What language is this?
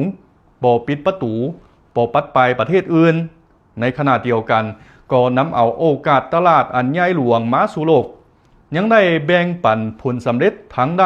Lao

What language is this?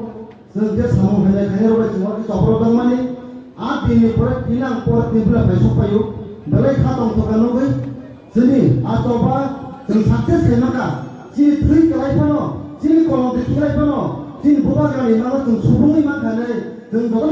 Kok Borok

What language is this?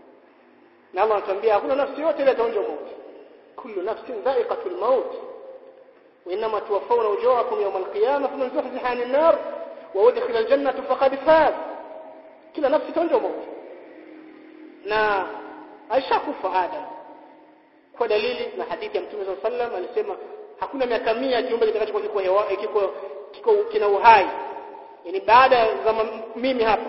Swahili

